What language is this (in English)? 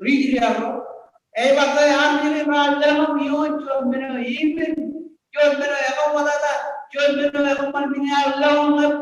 Marshallese